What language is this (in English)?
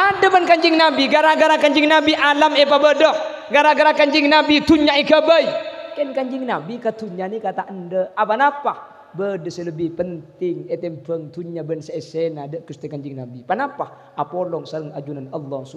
Madurese